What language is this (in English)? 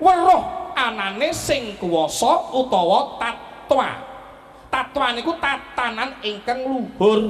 Javanese